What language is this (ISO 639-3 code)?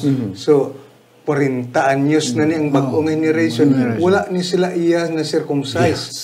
hil